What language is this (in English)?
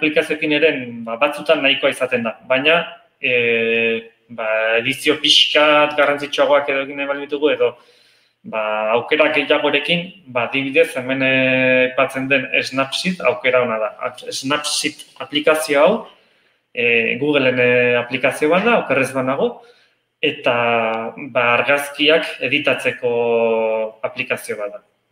Basque